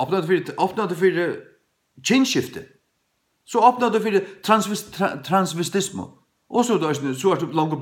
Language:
Faroese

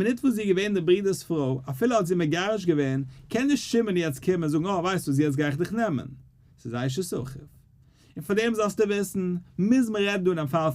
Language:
Yiddish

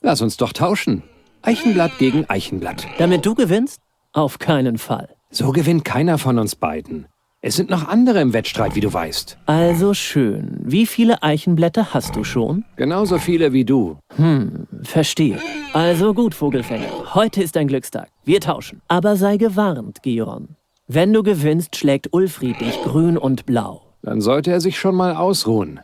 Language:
Bavarian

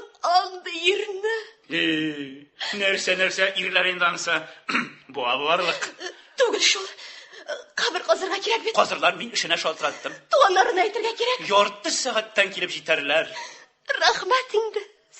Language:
Tatar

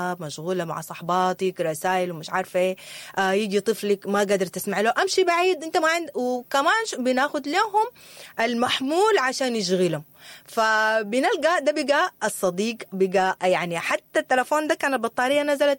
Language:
Sudanese Arabic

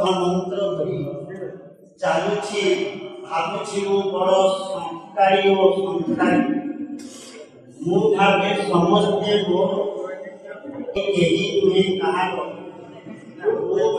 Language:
Odia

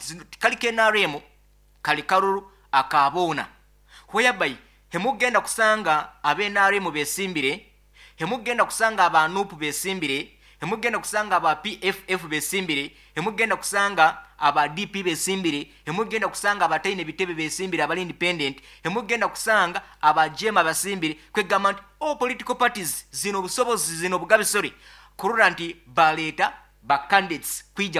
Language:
Nyoro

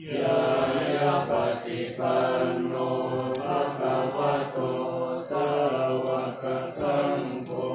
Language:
Pali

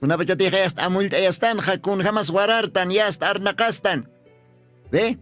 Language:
Aymara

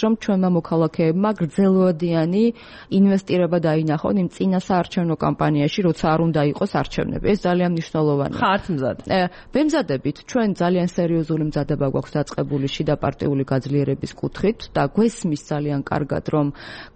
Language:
Georgian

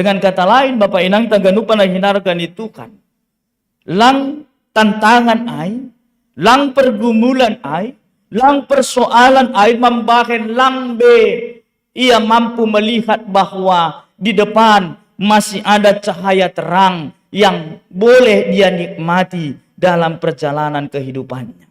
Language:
Batak Simalungun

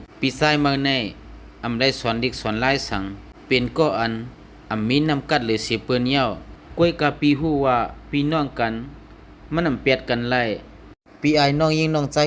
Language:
Shan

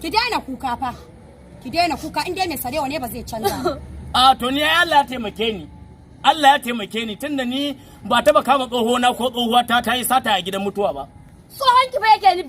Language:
Hausa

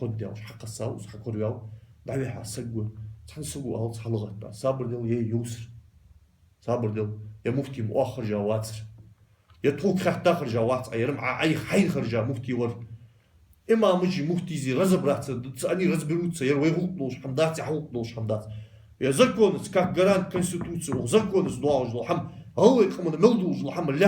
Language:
Ingush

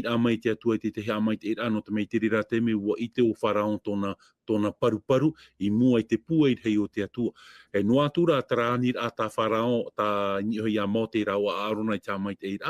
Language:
Tahitian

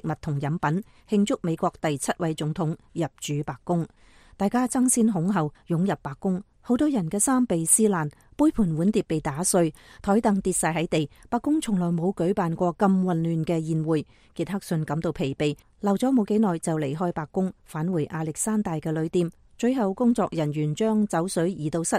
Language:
Cantonese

